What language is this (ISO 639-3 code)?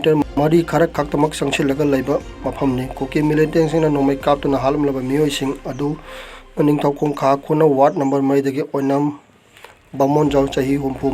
mni